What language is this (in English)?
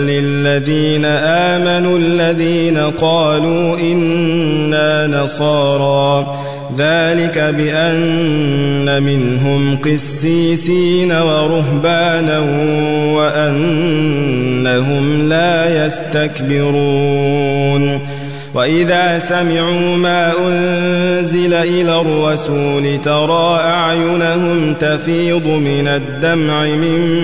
Arabic